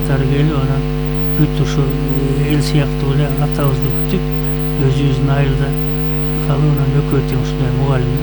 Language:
Kyrgyz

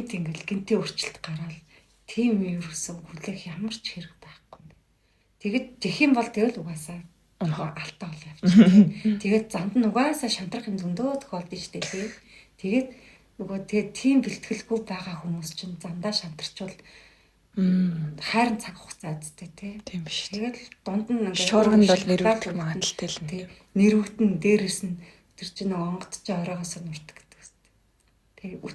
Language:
Mongolian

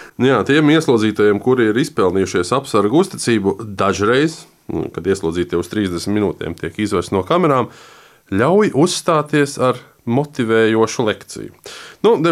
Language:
Latvian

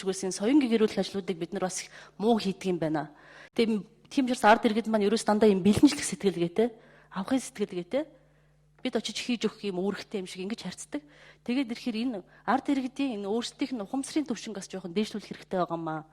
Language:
Mongolian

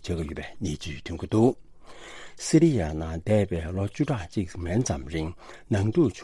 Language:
Tibetan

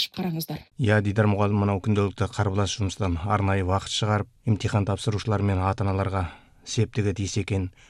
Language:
Kazakh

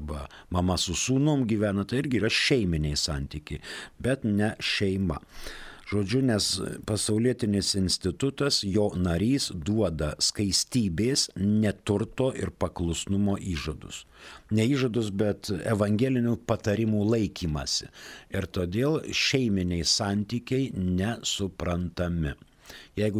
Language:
Lithuanian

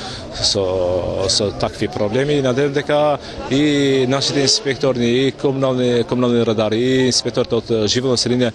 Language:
Macedonian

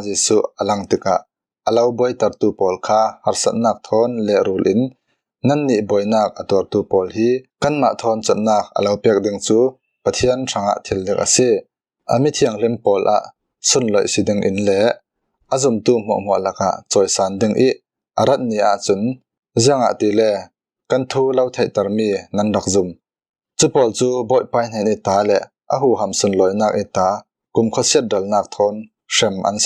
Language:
Falam Chin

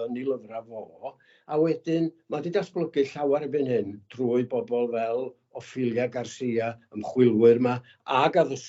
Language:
Welsh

